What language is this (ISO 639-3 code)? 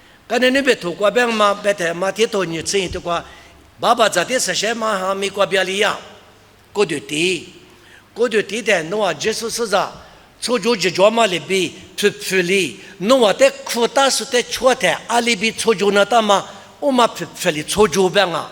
lis